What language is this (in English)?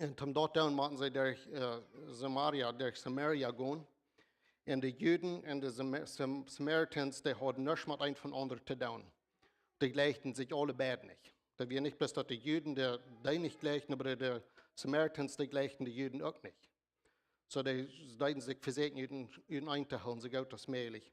Plautdietsch